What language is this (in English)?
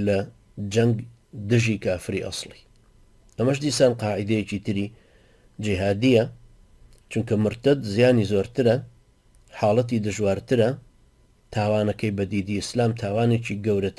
Central Kurdish